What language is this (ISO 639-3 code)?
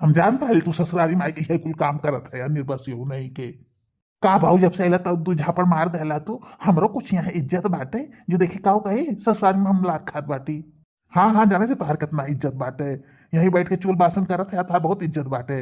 bho